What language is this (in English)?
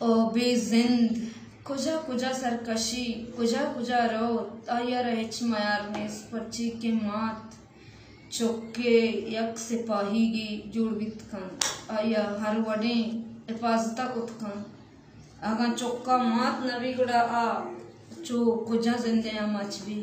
Baluchi